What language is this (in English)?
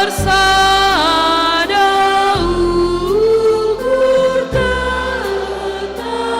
Batak Karo